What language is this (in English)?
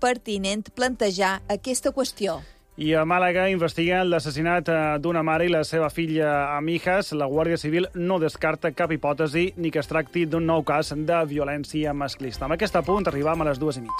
Catalan